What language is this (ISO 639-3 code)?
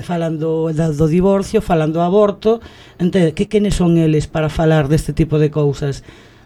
glg